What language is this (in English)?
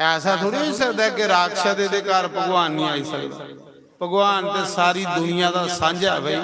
Dogri